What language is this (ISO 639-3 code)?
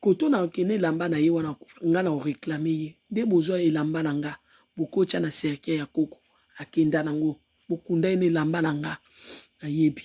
lin